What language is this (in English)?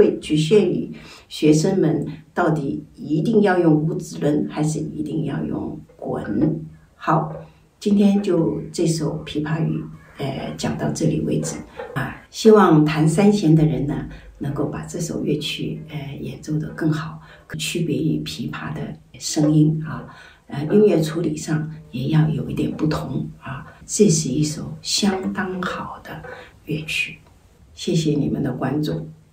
Chinese